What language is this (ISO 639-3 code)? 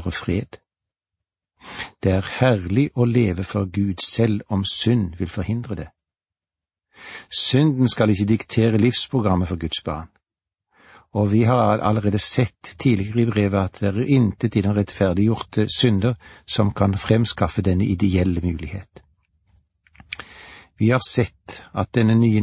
nor